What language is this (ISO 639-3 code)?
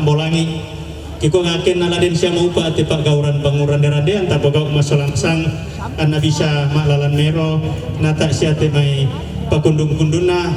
sda